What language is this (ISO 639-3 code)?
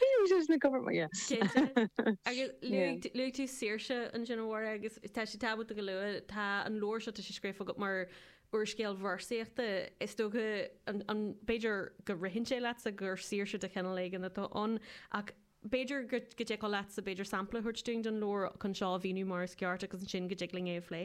gle